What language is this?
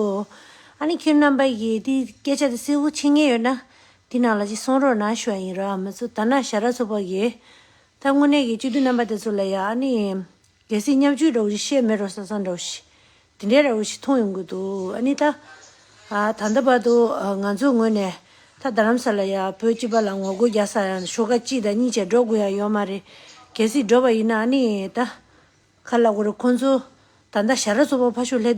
Tibetan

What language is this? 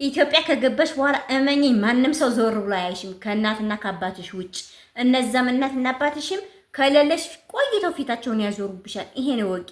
Amharic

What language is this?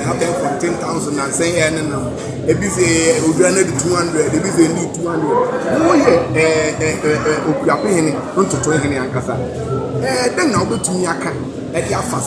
Akan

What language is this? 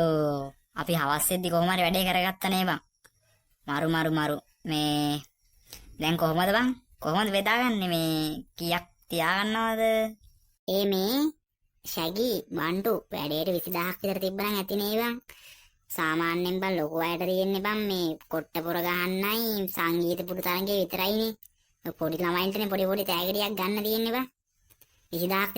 Sinhala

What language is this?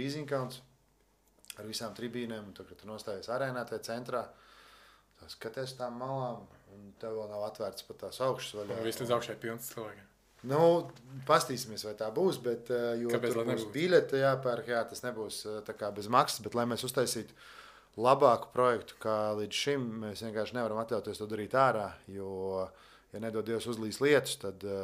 Latvian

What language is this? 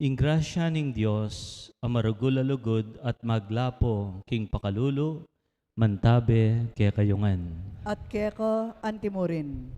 Pampanga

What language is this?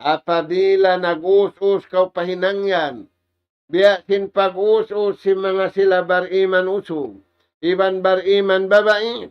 Tausug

